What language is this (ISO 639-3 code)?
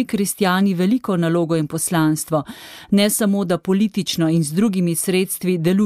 slv